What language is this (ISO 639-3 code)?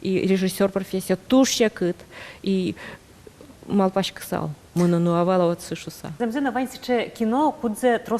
udm